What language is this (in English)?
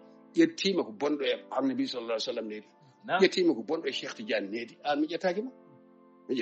Fula